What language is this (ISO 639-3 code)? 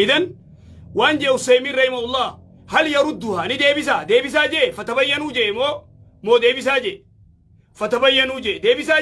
orm